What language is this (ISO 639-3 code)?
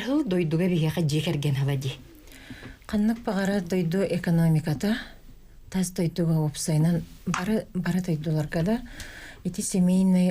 sah